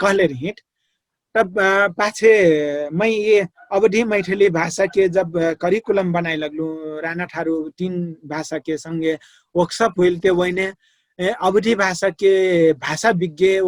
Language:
Dangaura Tharu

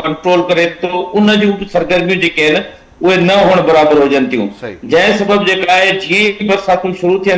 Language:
Sindhi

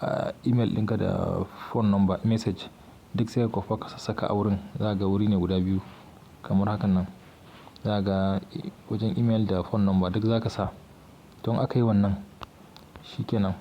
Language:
Hausa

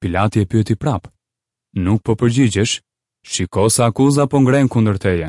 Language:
Albanian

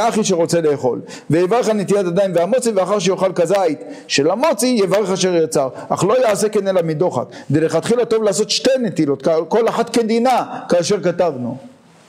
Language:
Hebrew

